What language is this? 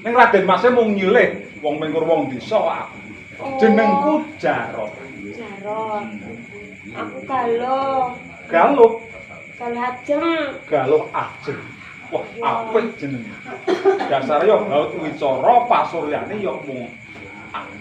Javanese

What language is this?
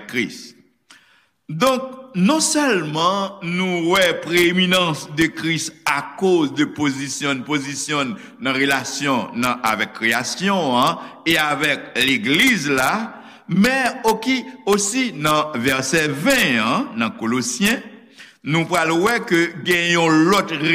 Haitian Creole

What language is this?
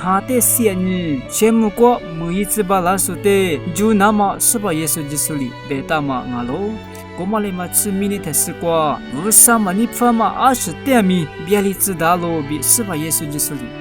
Lisu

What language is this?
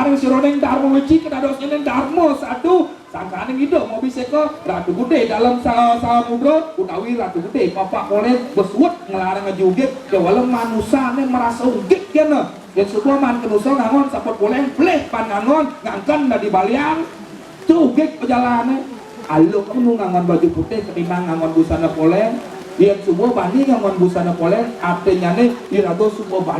Balinese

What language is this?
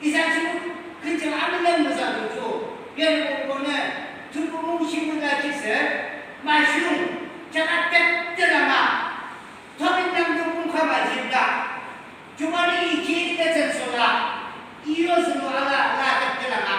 Yimchungru Naga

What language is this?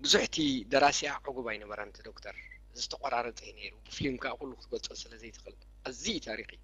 Tigrinya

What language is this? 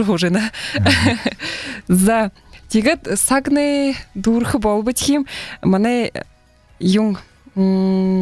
Buriat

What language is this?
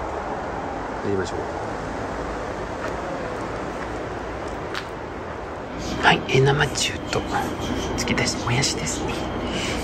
Japanese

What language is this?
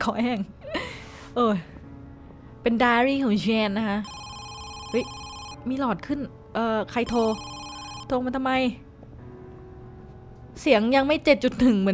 Thai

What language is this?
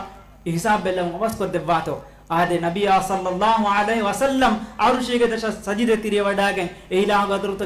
Divehi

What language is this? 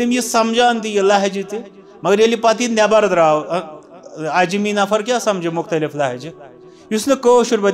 Kashmiri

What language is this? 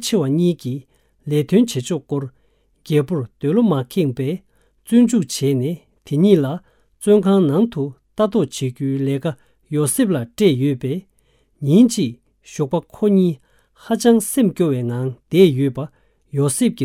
Tibetan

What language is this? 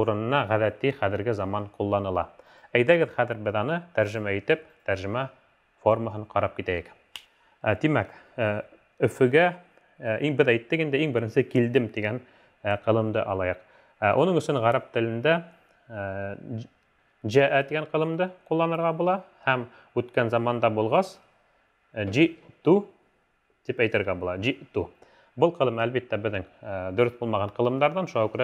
Bashkir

